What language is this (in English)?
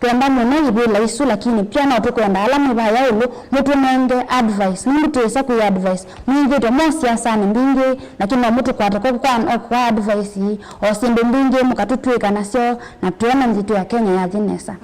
Kamba